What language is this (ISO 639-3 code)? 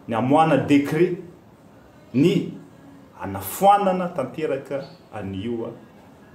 mlg